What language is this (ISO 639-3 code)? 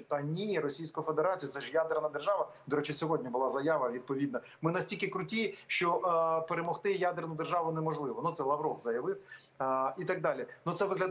ukr